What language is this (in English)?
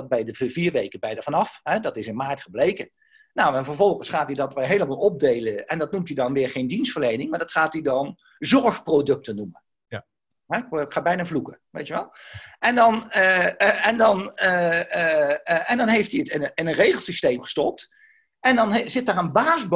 Dutch